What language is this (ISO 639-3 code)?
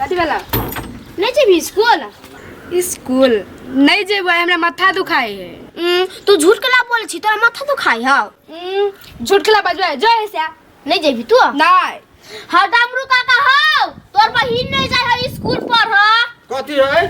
mai